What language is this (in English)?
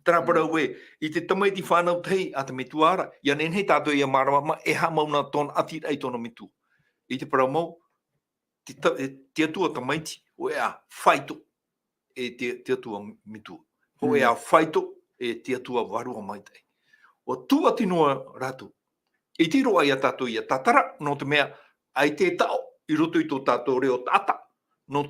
Tahitian